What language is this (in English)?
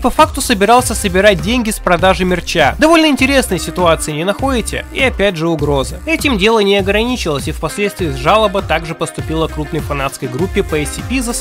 Russian